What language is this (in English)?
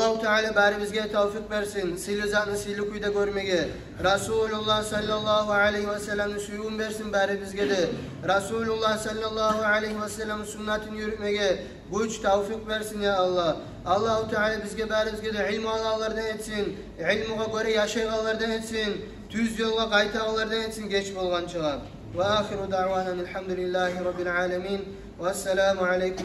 Kumyk